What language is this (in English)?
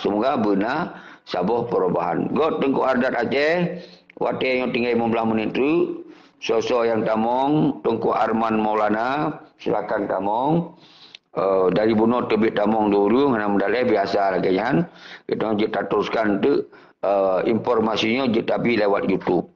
Achinese